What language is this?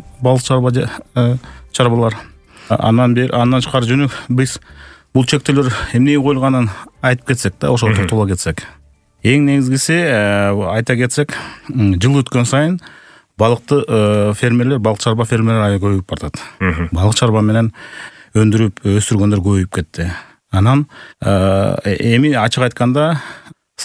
Kyrgyz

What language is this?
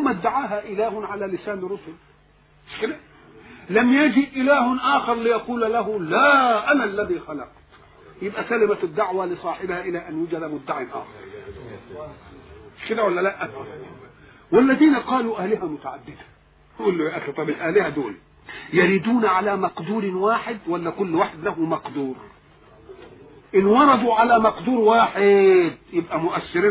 Egyptian Arabic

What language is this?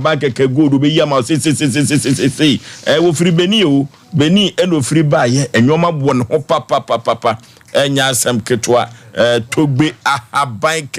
Akan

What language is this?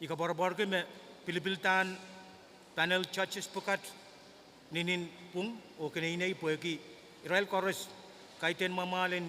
Pohnpeian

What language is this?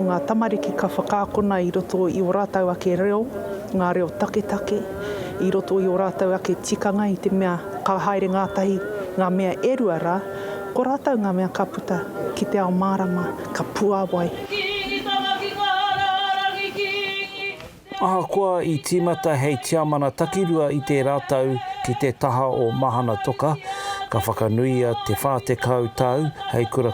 Māori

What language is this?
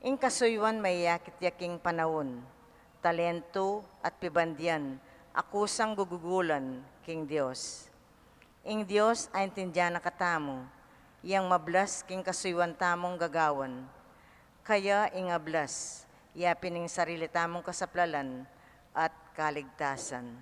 Pampanga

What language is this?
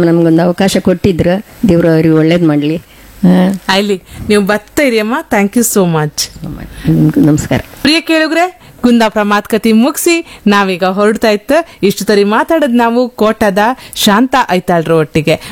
Kannada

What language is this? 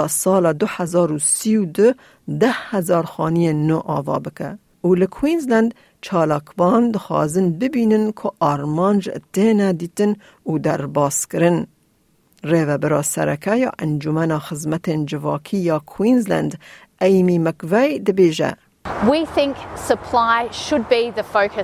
Kurdish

